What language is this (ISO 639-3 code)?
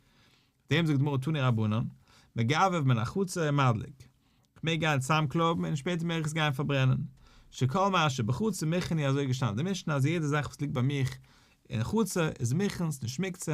yid